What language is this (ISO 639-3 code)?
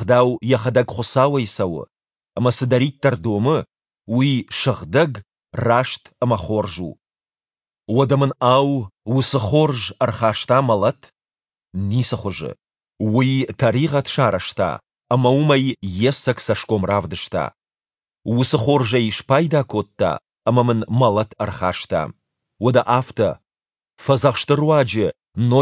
oss